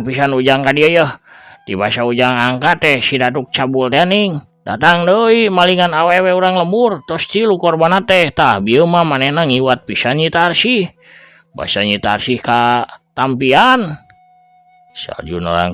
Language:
Sundanese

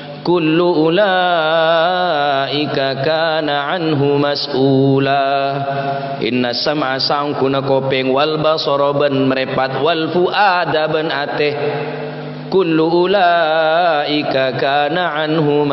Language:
Madurese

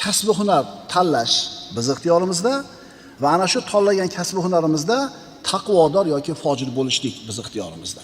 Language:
Uzbek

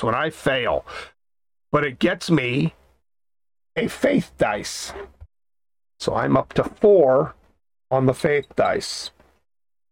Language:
English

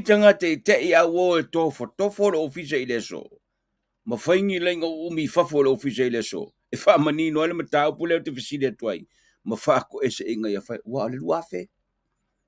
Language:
Samoan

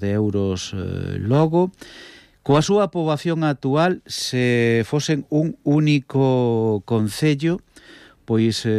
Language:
Galician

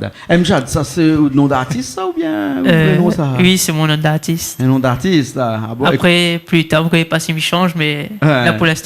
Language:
Réunion Creole French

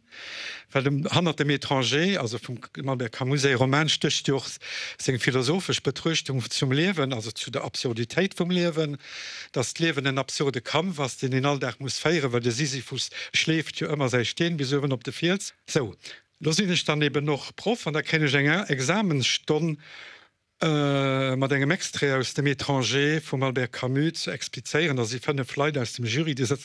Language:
Luxembourgish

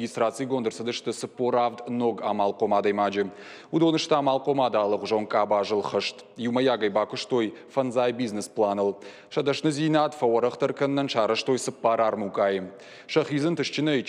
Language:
Ossetic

